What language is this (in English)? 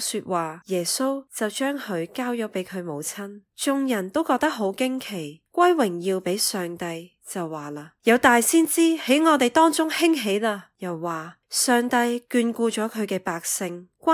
Cantonese